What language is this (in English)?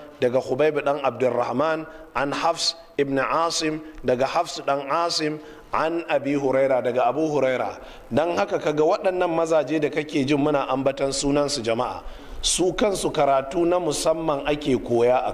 Hausa